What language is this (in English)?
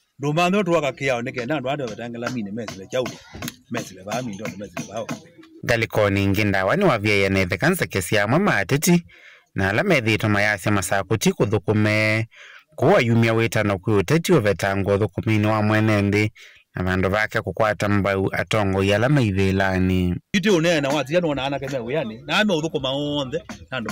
Kamba